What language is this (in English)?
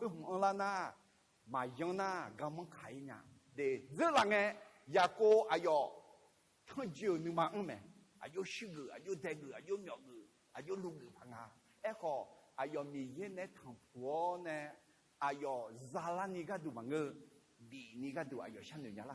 Akha